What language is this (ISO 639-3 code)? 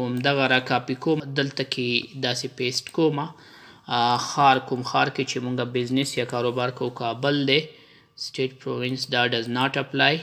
pus